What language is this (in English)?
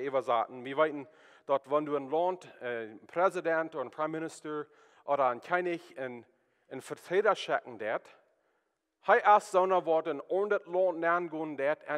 Plautdietsch